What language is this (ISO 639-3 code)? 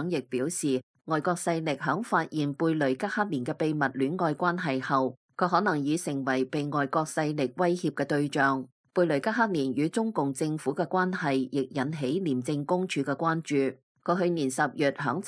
yue